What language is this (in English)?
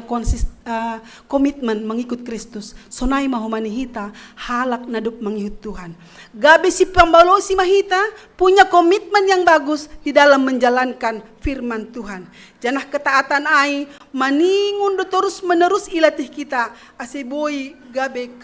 Batak Simalungun